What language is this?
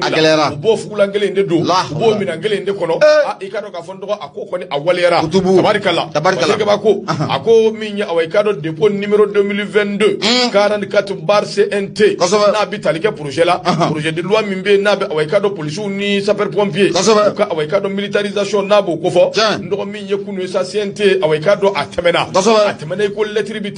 Bambara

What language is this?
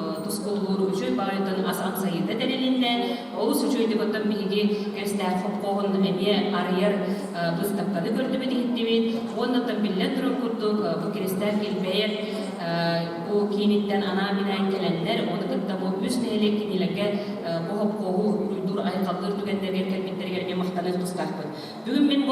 Yakut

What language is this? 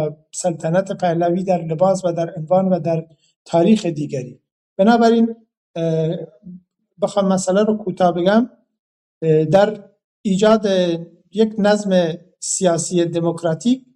Persian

